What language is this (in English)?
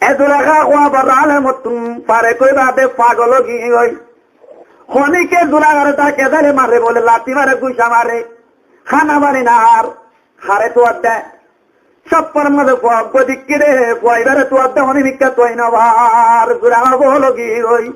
Rohingya